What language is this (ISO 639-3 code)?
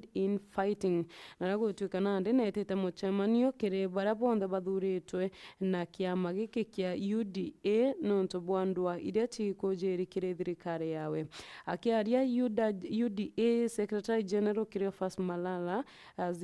mer